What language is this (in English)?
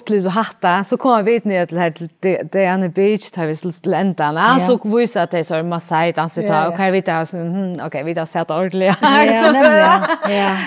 Faroese